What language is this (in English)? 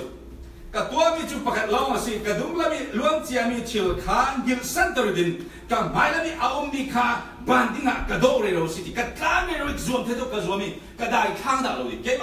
Falam Chin